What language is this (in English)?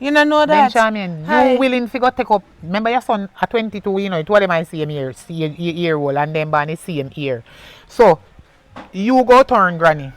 Jamaican Creole English